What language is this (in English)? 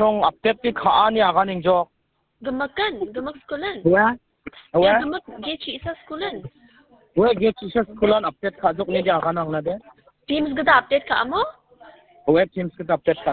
Garo